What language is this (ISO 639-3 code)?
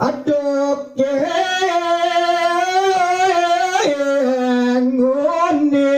ban